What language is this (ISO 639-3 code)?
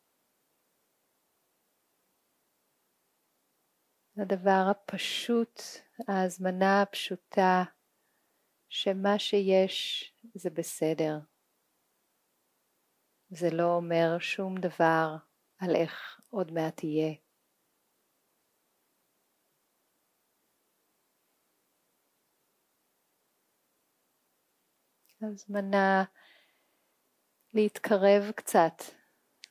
heb